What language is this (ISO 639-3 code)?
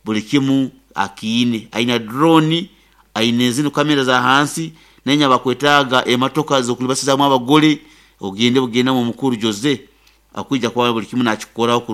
nyo